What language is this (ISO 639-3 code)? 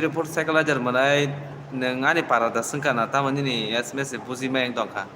trp